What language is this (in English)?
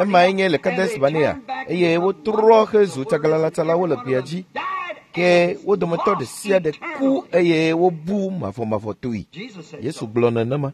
Ewe